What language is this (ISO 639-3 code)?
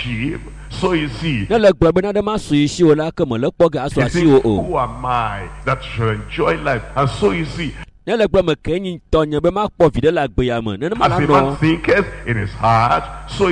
ewe